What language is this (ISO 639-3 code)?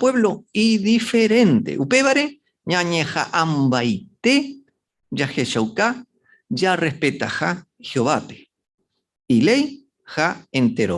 grn